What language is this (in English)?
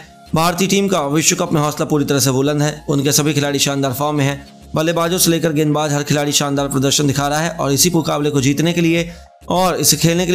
Hindi